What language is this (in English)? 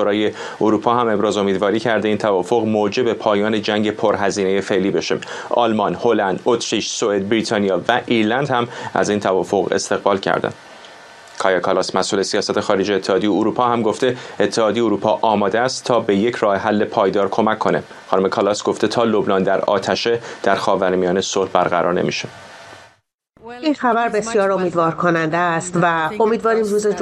Persian